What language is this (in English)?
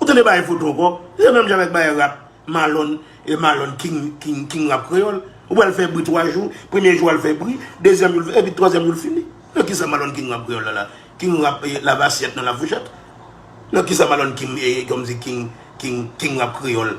Haitian Creole